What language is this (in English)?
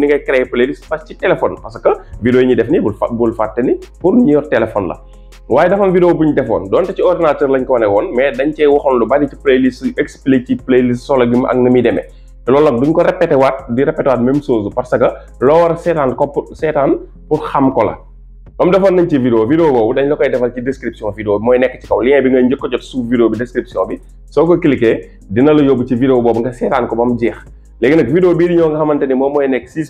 Wolof